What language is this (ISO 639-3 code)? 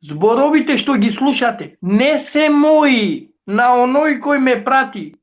rmn